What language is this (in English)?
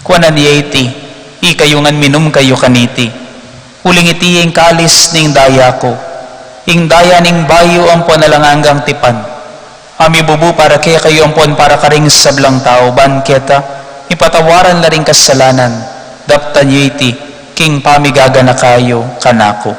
Pampanga